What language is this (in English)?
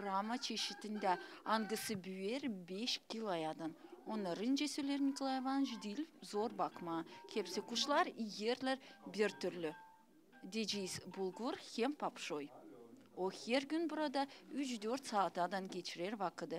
Gagauz